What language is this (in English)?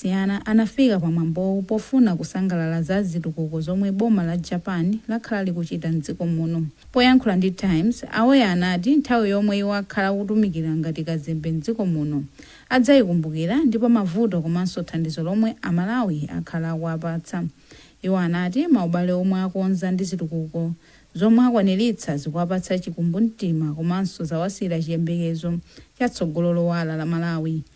Nyanja